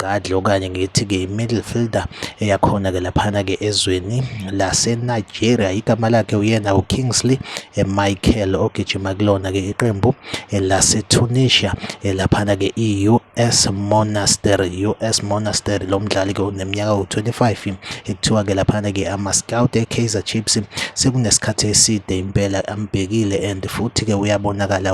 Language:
Zulu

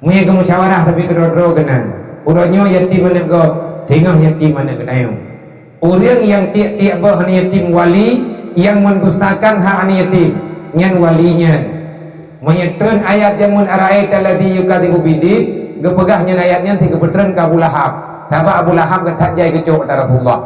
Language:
Achinese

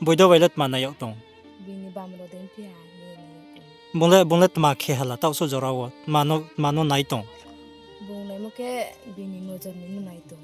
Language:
Riang (India)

